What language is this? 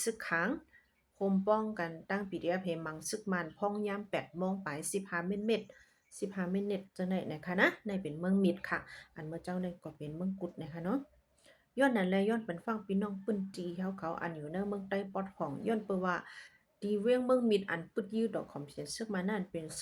Shan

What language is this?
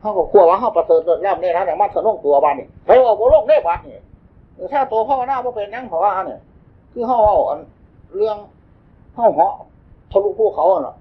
Northeastern Thai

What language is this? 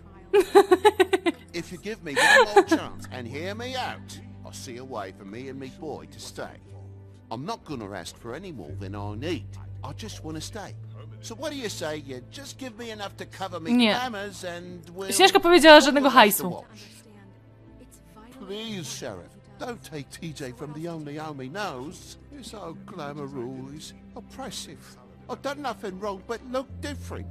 Polish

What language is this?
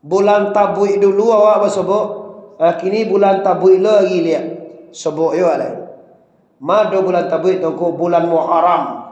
Minangkabau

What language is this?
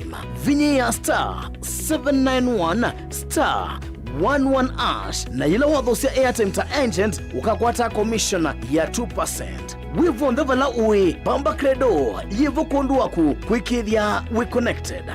Kamba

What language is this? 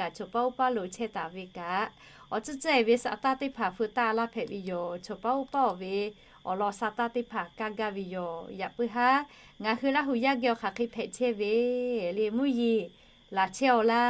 Lahu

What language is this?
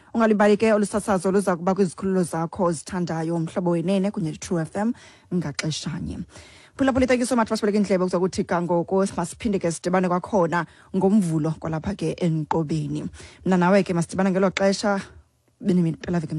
Xhosa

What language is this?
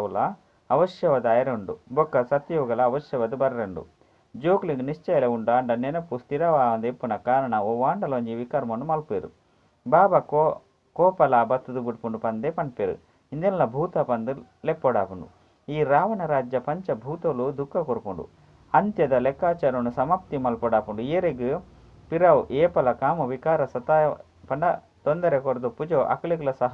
Tulu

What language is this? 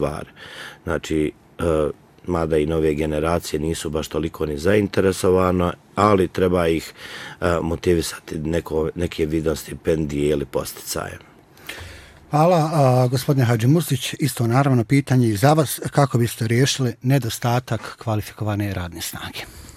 Bosnian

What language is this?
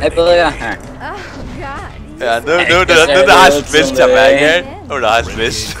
Faroese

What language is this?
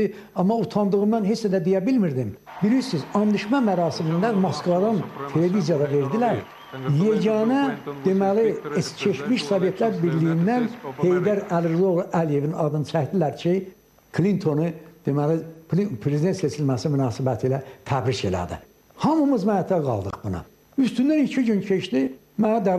Azerbaijani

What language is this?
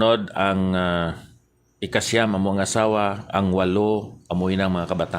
Hiligaynon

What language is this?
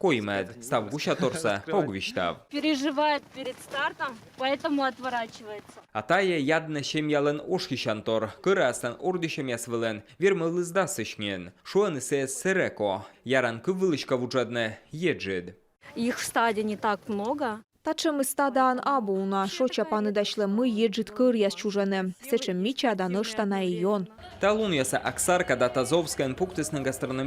Komi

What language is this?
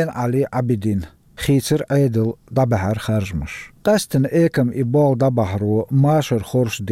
Chechen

